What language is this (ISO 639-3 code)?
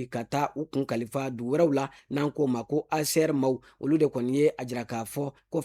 bam